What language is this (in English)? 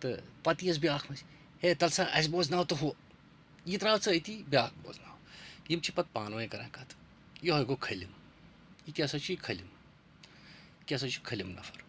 Kashmiri